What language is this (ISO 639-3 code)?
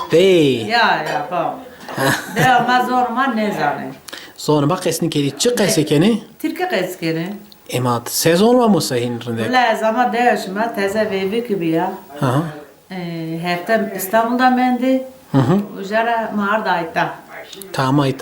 zza